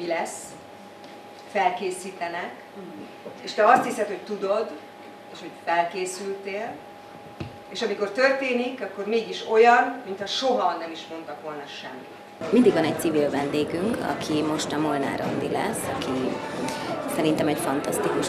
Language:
Hungarian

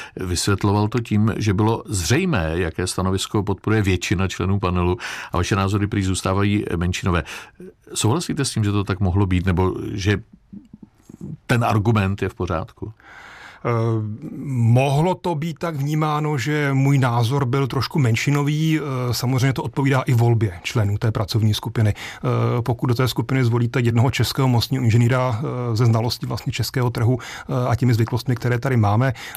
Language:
Czech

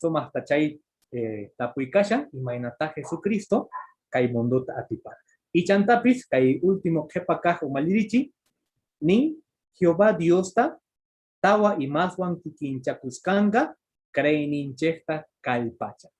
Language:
Quechua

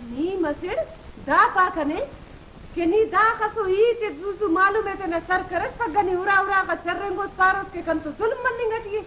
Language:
Brahui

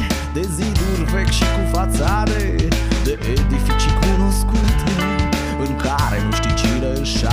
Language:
Romanian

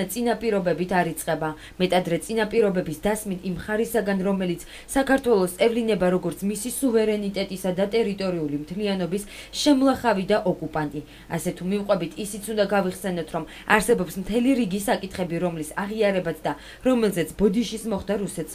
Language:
Georgian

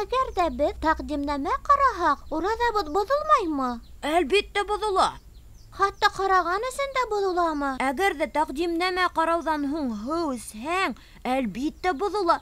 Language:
Bashkir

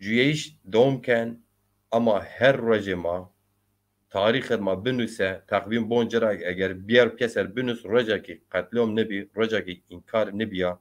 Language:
Zaza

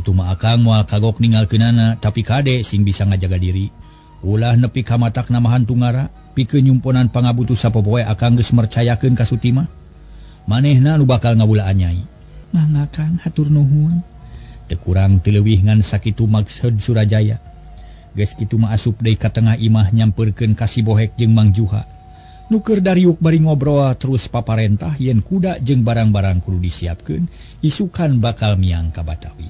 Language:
Sundanese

